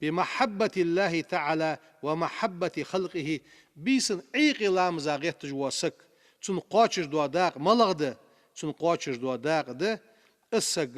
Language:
Ingush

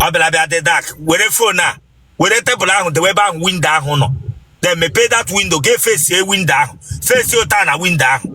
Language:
Igbo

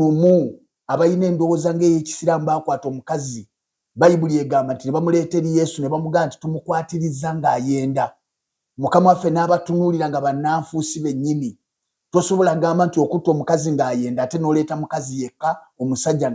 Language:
Ganda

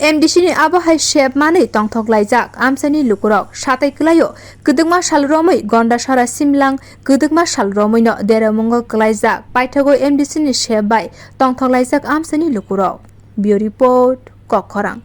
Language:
Kok Borok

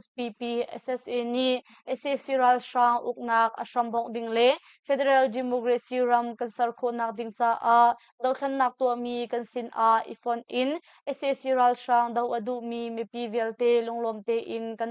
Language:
Hakha Chin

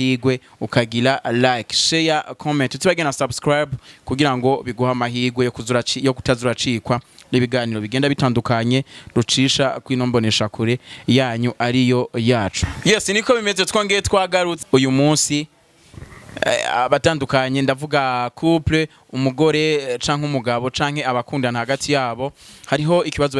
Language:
Rundi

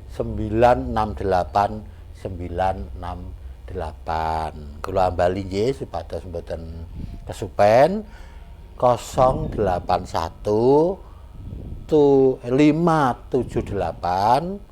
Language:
Javanese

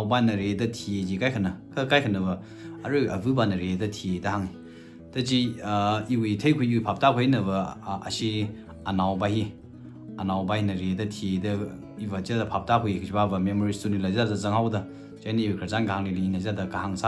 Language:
Tangkhul Naga (India)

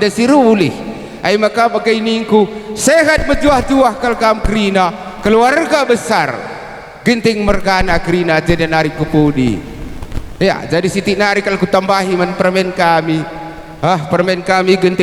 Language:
Batak Karo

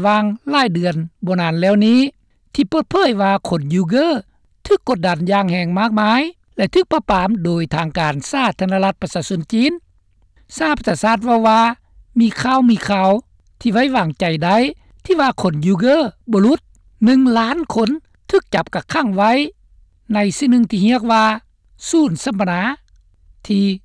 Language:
Lao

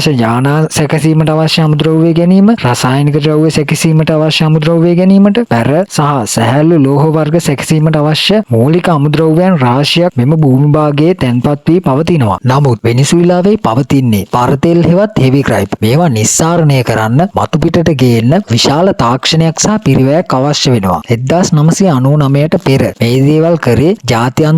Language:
Sinhala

